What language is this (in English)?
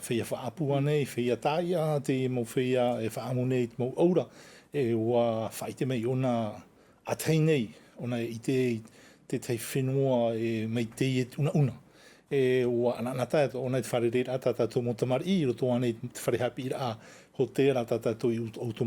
Tahitian